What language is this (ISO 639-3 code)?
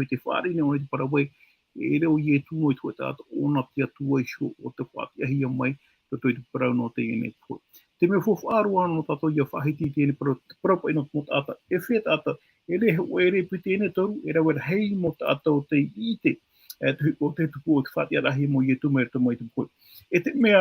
tah